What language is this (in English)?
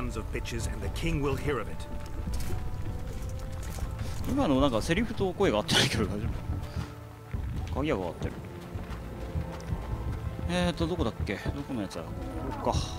Japanese